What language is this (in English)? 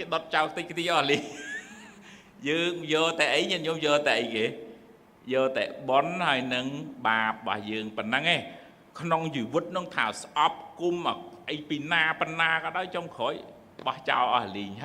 Khmer